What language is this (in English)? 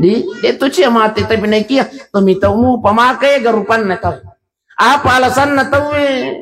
Buginese